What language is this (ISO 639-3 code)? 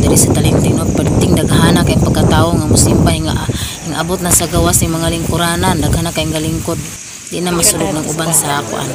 ceb